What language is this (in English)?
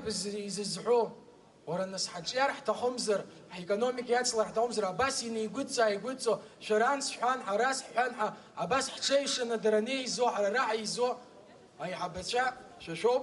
Abkhazian